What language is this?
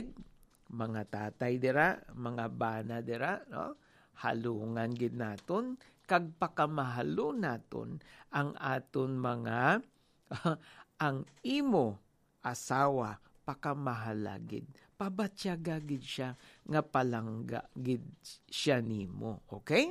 Hiligaynon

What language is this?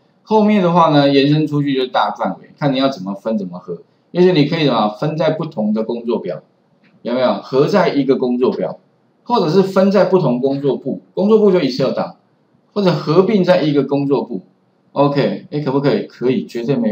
Chinese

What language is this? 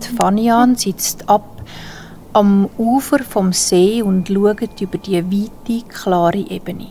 Swiss German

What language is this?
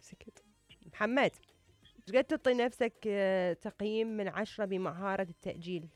Mesopotamian Arabic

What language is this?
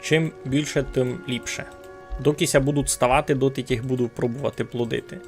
Rusyn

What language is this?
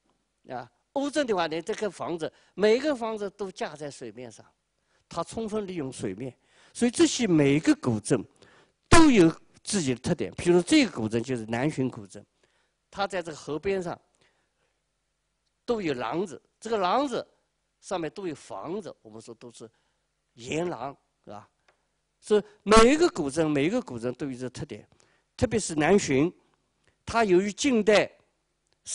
Chinese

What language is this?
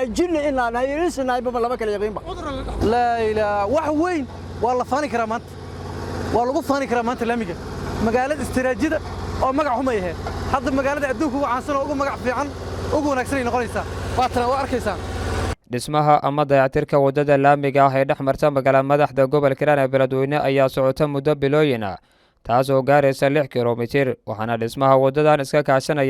Somali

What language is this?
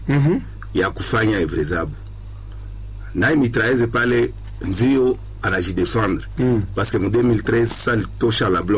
Swahili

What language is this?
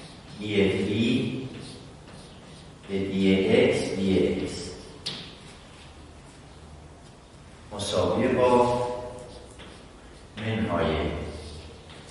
Persian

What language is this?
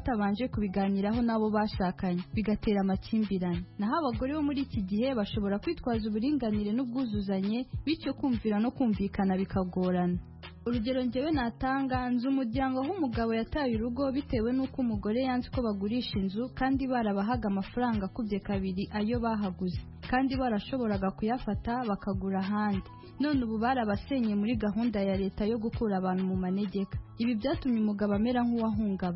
Kinyarwanda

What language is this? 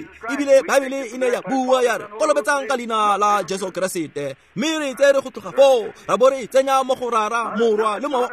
Tswana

